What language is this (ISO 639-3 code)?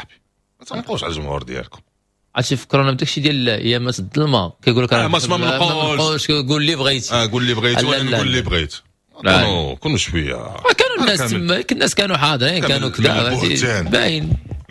ary